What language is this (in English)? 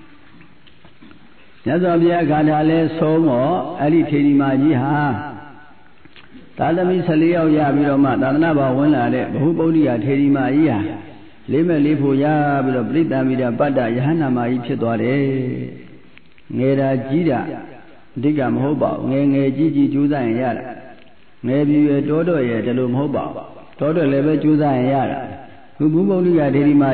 Burmese